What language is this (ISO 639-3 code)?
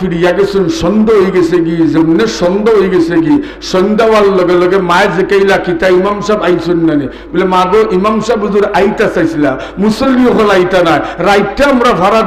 syl